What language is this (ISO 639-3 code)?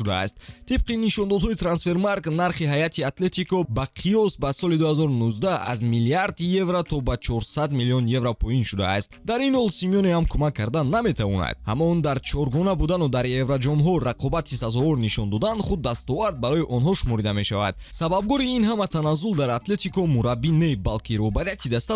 tgk